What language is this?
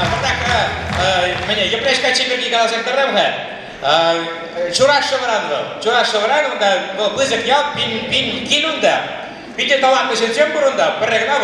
Chuvash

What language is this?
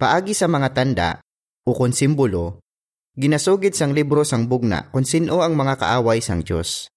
Hiligaynon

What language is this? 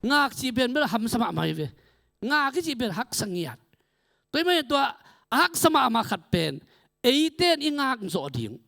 Tedim Chin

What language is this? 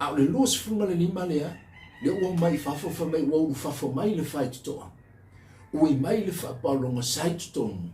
Samoan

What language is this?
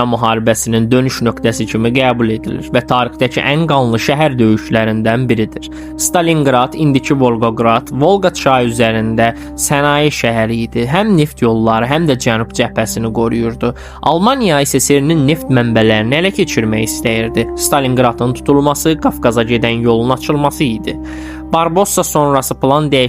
Azerbaijani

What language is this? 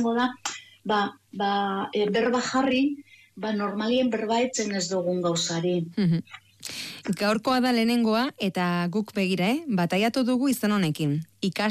Basque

